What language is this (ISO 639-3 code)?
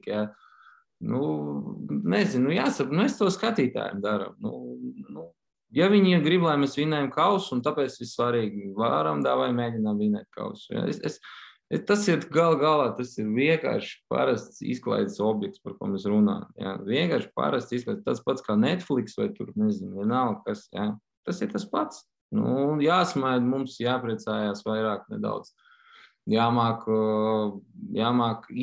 lav